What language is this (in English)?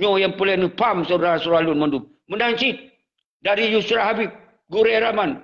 Achinese